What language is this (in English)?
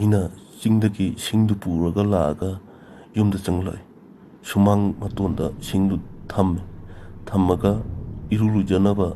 Manipuri